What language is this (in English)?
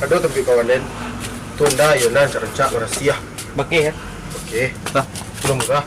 Minangkabau